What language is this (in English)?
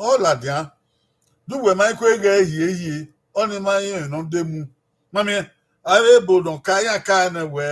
Bini